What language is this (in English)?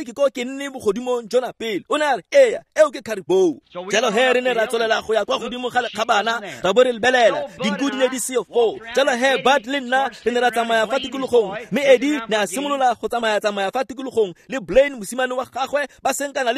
Tswana